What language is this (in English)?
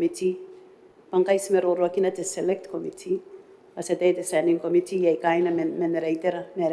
Gilbertese